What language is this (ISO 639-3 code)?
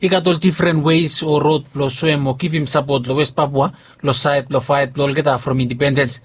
bis